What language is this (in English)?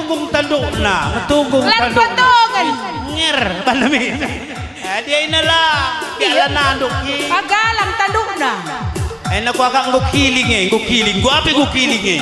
Batak Karo